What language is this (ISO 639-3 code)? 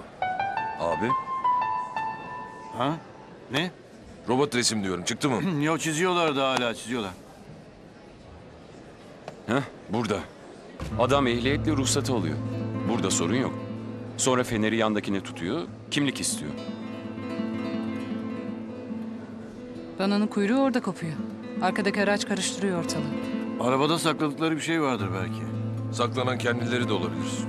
tur